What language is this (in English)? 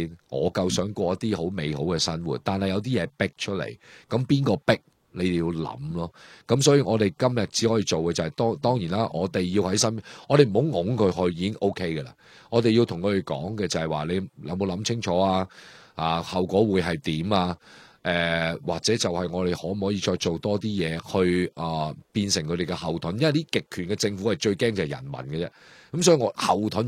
Cantonese